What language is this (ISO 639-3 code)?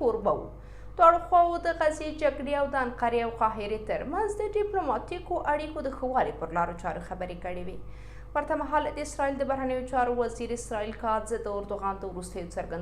pus